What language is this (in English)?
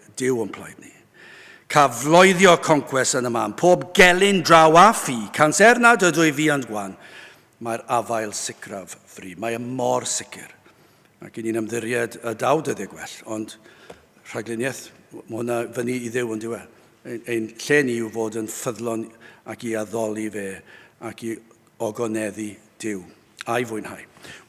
Welsh